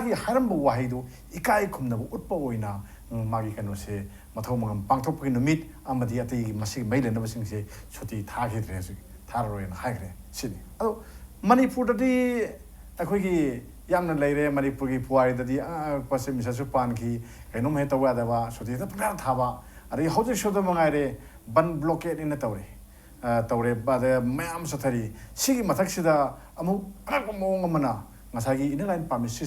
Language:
Manipuri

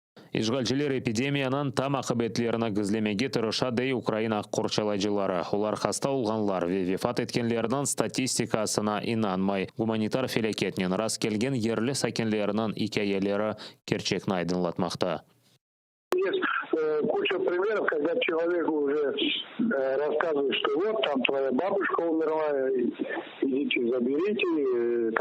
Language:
Crimean Tatar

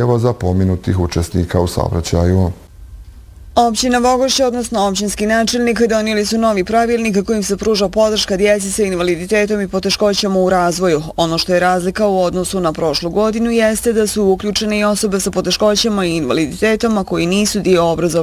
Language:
Bosnian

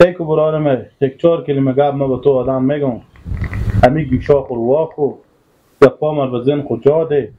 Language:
Persian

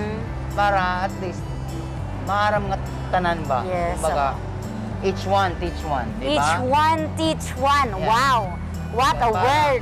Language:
Waray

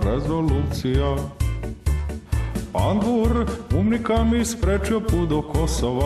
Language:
Serbian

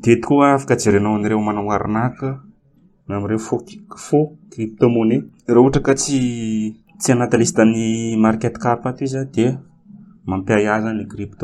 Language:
Malagasy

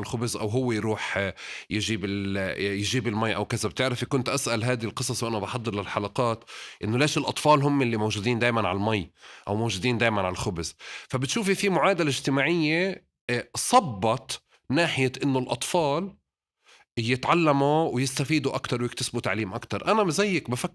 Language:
North Levantine Arabic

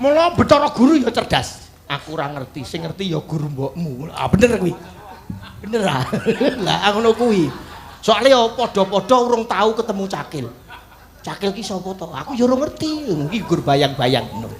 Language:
Javanese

